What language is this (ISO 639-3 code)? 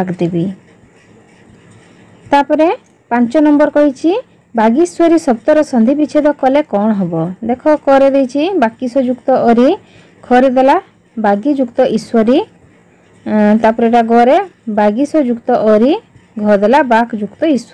ori